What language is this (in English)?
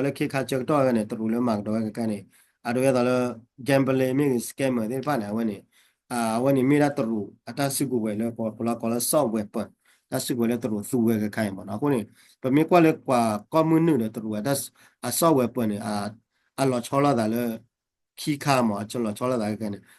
S'gaw Karen